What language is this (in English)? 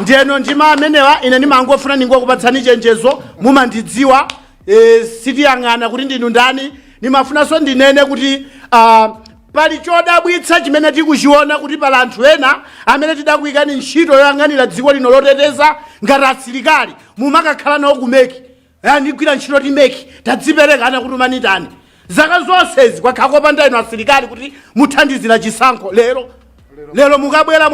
Nyanja